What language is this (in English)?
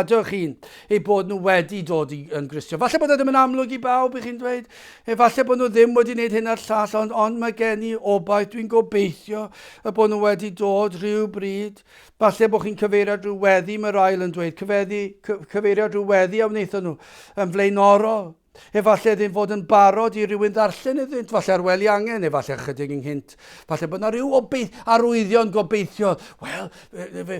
Welsh